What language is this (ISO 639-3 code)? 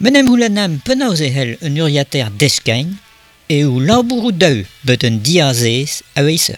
bre